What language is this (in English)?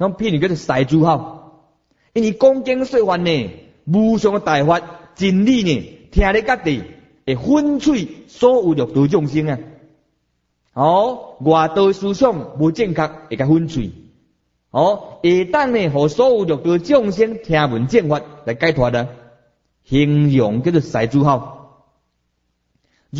Min Nan Chinese